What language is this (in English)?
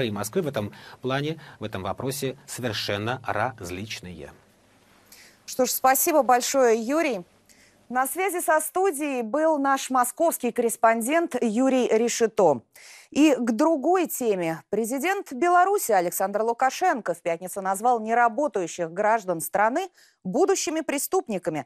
Russian